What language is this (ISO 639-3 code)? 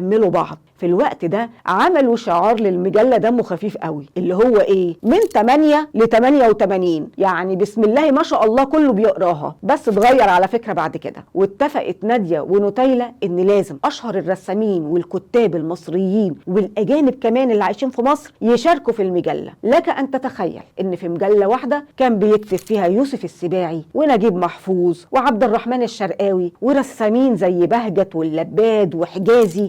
arz